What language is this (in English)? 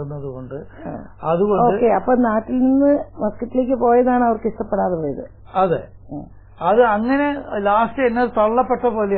Malayalam